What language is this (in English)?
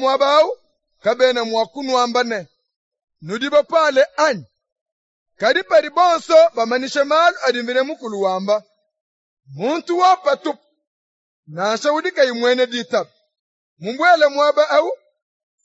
Luba-Lulua